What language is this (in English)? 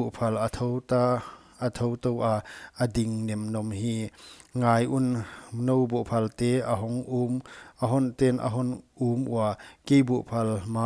Paite Chin